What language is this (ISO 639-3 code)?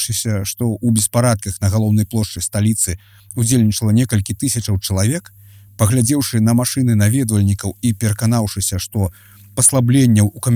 bel